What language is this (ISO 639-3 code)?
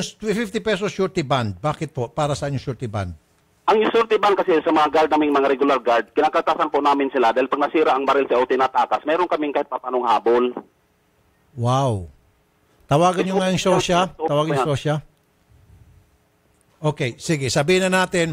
fil